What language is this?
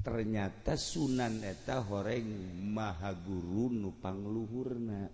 Sundanese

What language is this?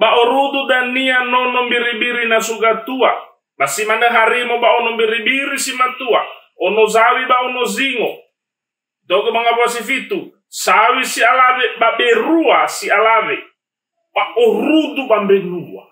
Nias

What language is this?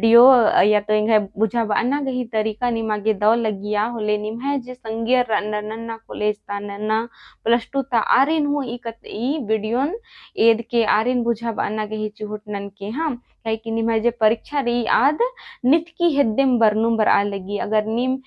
Kurukh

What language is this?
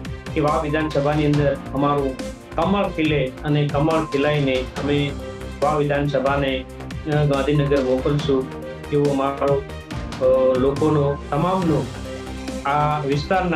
Gujarati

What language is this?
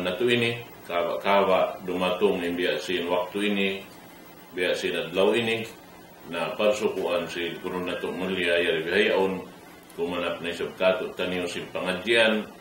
Tausug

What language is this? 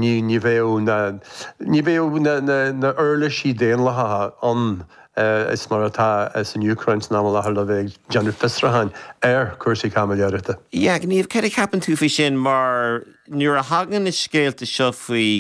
Irish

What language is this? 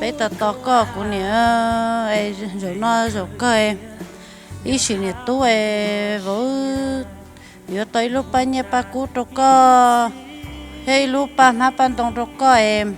Hmong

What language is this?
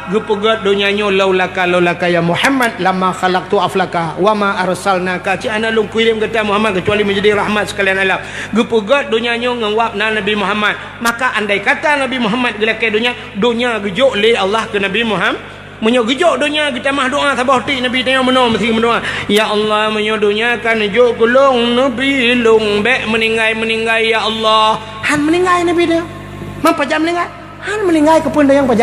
Achinese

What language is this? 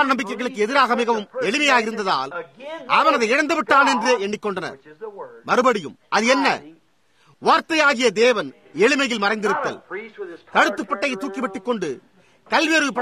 Tamil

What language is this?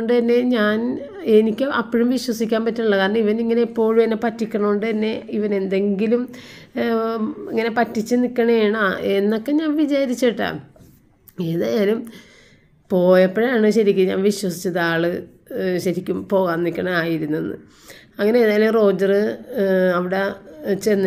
Malayalam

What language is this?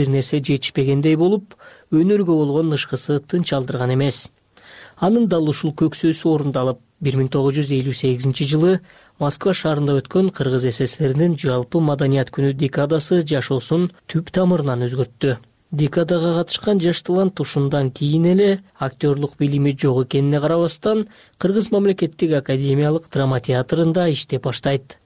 Kyrgyz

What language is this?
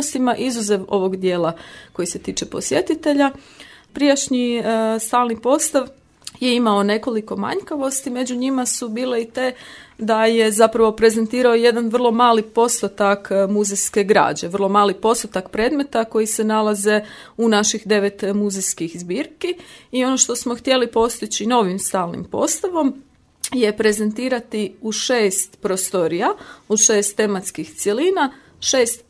Croatian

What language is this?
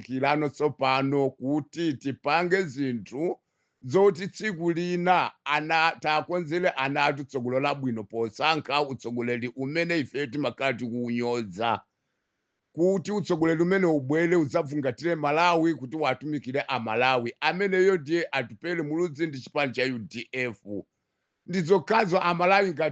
Nyanja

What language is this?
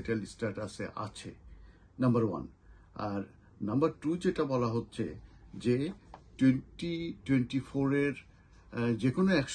Bangla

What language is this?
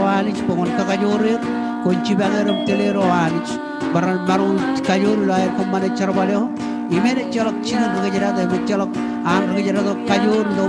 Marshallese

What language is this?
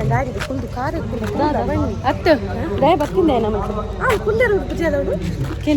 Tulu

